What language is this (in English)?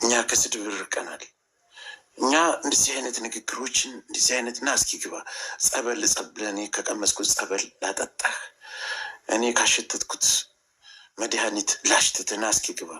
Amharic